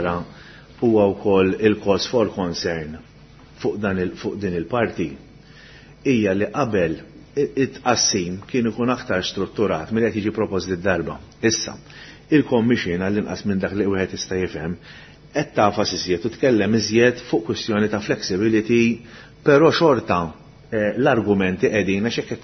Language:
Maltese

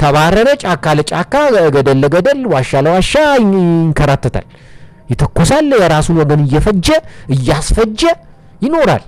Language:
Amharic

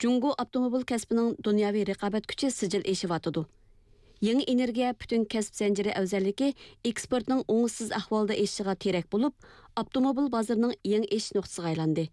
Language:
Uyghur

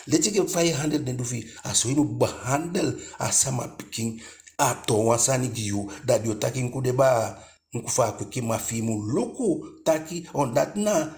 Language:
Eastern Maroon Creole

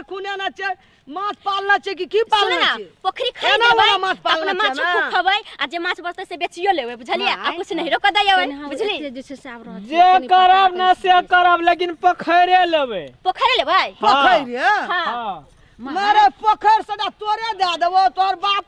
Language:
Maithili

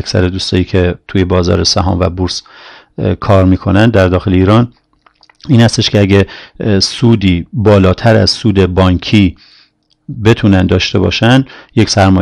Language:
Persian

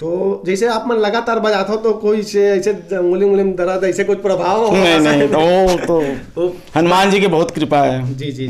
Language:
Chhattisgarhi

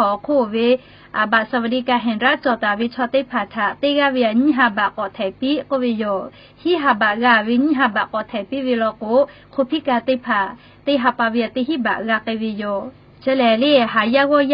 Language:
Lahu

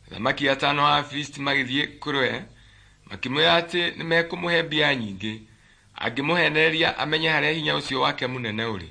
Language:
Kikuyu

